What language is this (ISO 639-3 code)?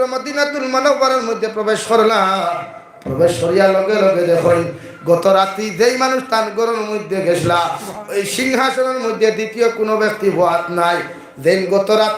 syl